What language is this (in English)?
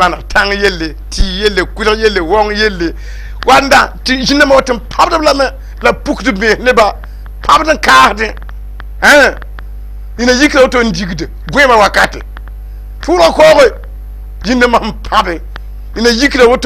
Mossi